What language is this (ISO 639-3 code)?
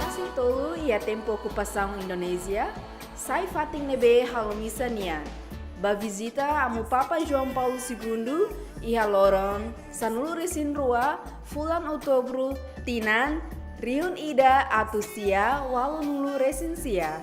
tet